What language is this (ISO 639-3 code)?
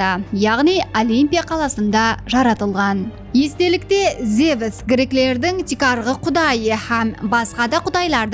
kaa